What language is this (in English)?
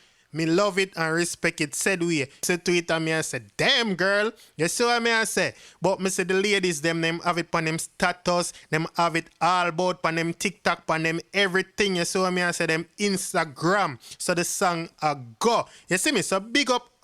Jamaican Creole English